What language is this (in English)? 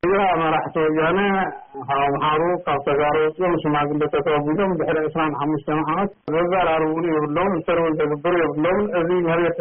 Tigrinya